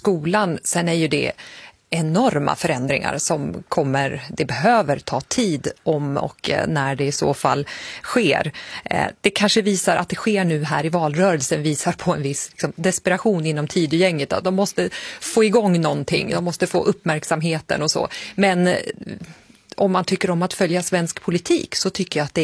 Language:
Swedish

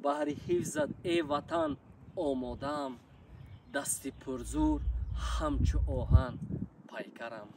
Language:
Tajik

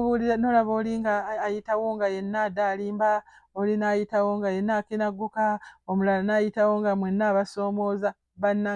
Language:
Ganda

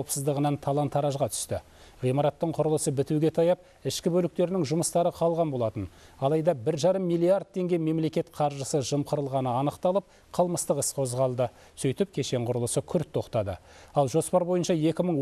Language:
Kazakh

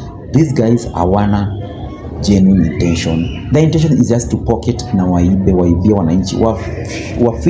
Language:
Swahili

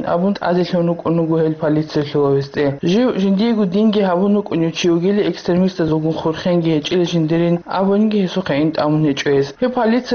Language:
Avaric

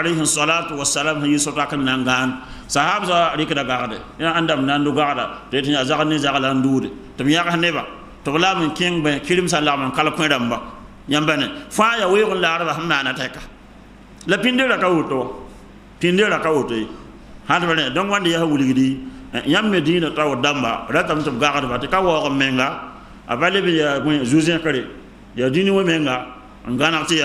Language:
Mossi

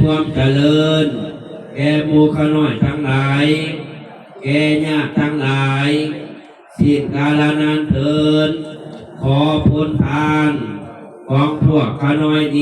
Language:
Northeastern Thai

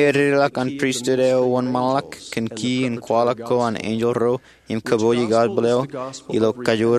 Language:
Marshallese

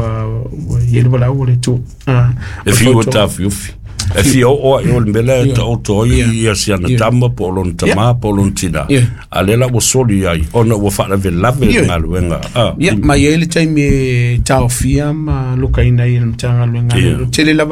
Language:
Samoan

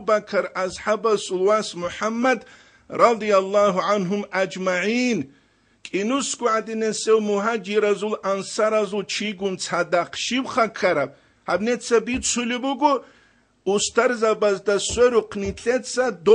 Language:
Avaric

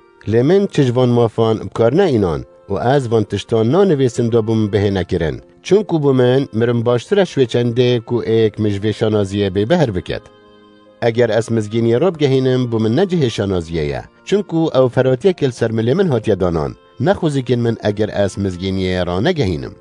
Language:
Kurdish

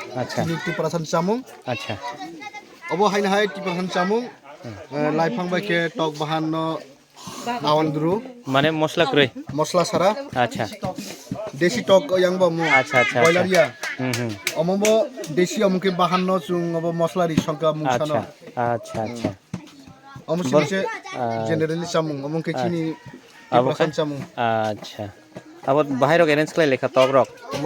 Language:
Kok Borok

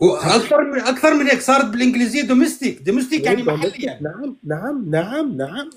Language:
North Levantine Arabic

